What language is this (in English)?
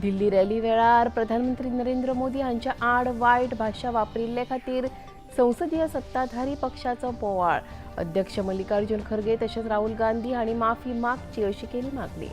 Konkani